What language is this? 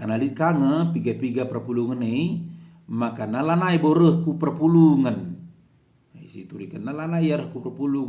Batak Karo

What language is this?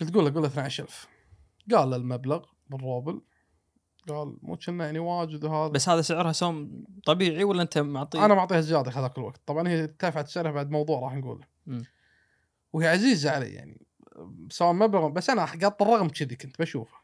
Gulf Arabic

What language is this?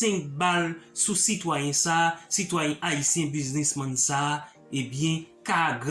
Haitian Creole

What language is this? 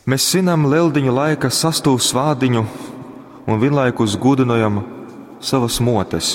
Latgalian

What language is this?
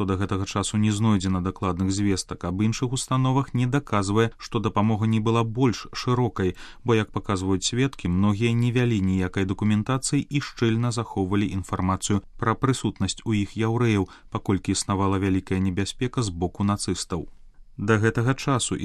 Belarusian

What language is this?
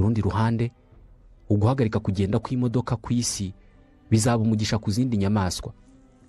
Kinyarwanda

